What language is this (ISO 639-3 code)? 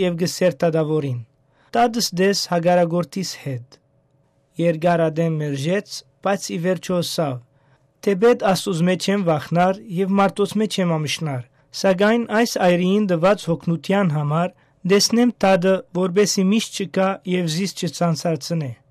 hyw